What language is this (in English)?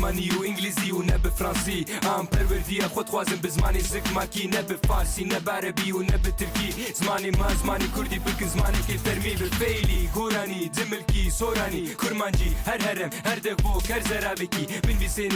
Kurdish